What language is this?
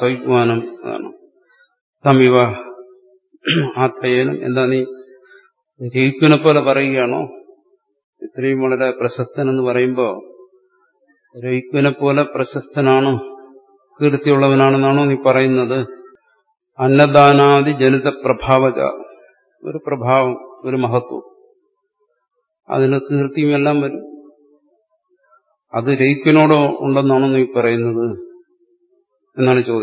Malayalam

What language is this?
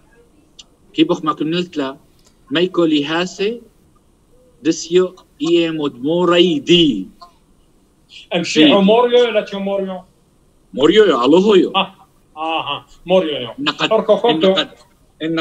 Turoyo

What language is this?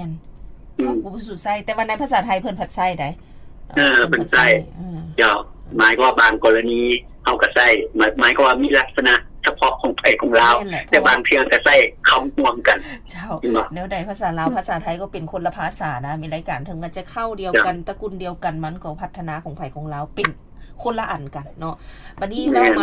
Lao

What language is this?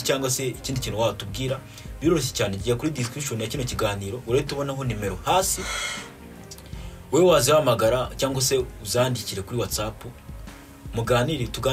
Kinyarwanda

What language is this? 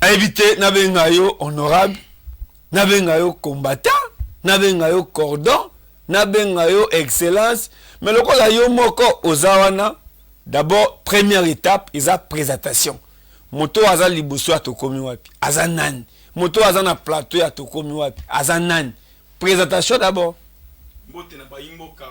Lingala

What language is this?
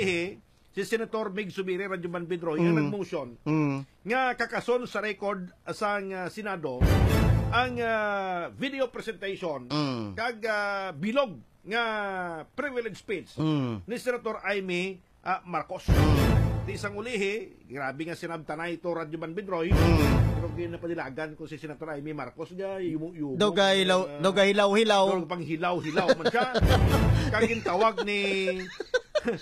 Hiligaynon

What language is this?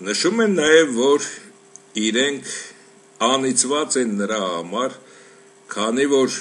Armenian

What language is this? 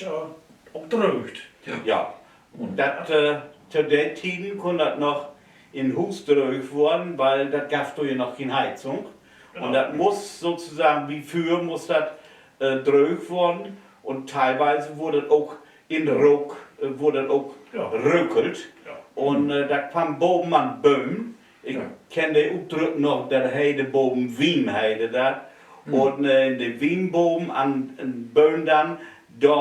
Low German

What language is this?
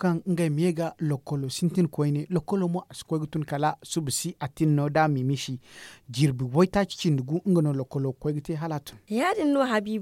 Zarma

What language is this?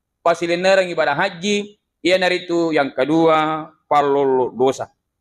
Buginese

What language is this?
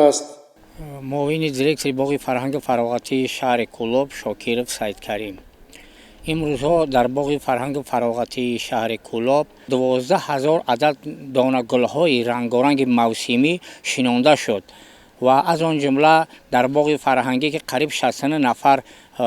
Tajik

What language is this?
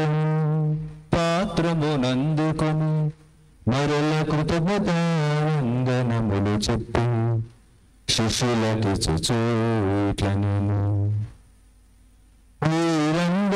Telugu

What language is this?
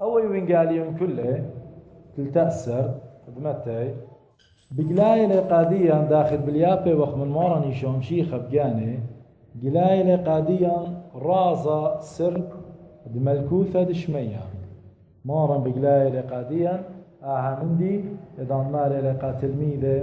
Assyrian Neo-Aramaic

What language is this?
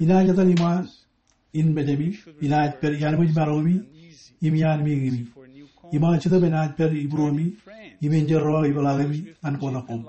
Marshallese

